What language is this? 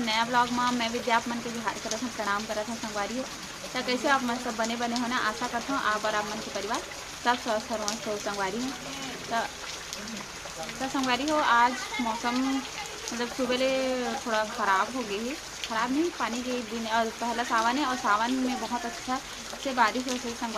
Chhattisgarhi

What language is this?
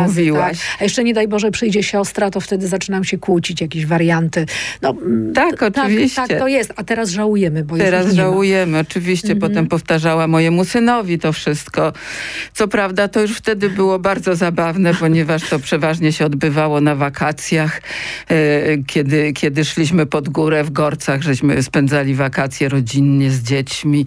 Polish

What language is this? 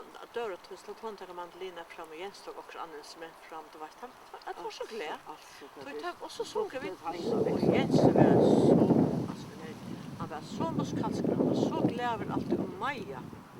Faroese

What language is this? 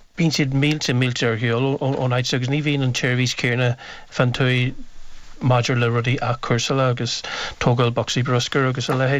Irish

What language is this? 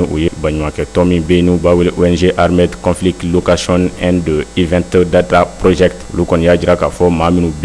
Bambara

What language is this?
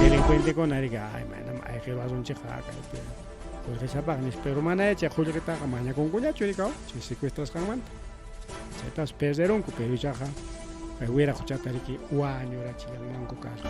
Ayacucho Quechua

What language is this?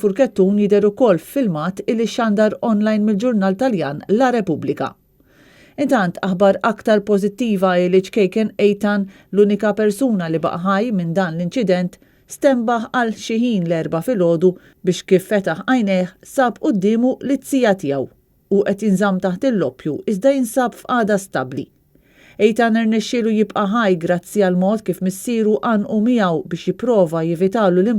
Maltese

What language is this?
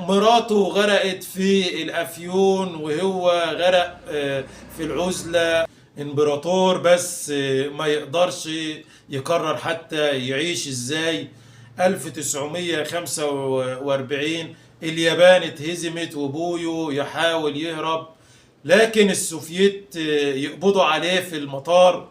Egyptian Arabic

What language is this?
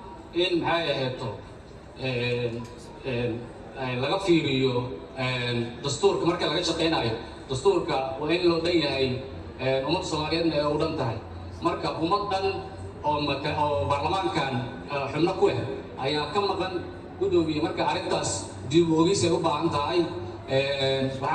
Somali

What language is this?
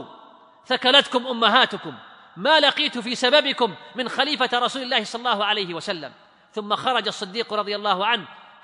Arabic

